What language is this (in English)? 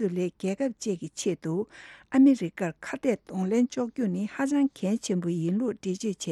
Tibetan